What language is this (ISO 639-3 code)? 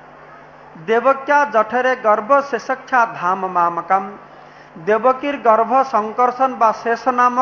ben